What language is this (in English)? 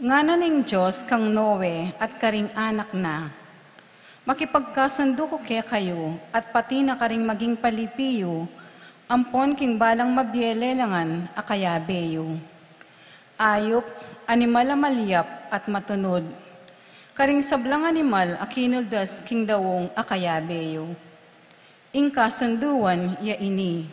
Pampanga